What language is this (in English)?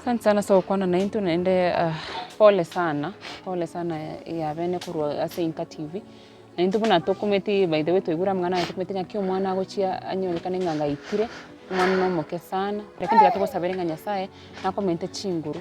Gusii